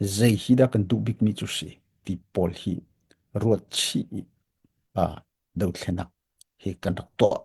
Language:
Hakha Chin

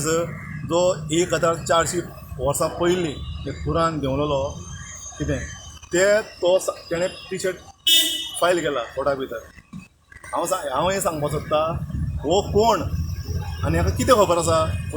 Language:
Konkani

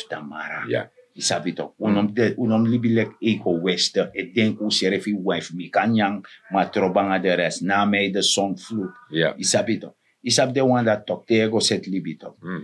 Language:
Sranan Tongo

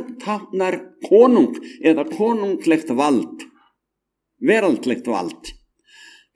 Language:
Icelandic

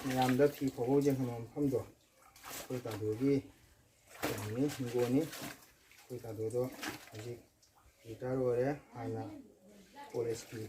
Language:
Manipuri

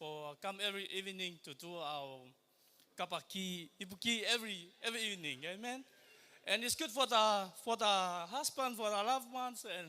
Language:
Samoan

